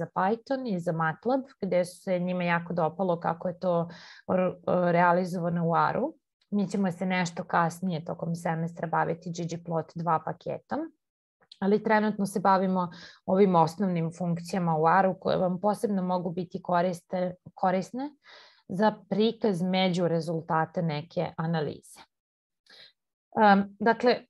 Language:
Serbian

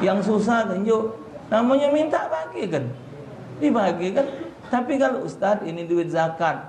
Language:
Musi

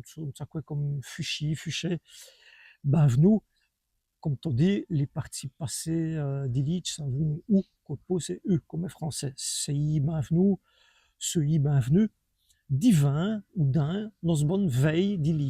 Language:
Walloon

